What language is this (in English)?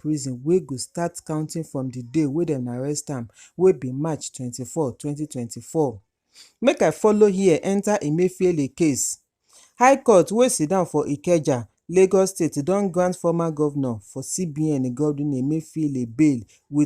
Nigerian Pidgin